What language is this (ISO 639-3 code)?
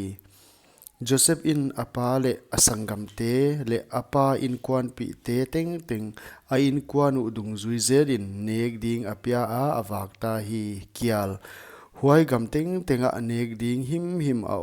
pck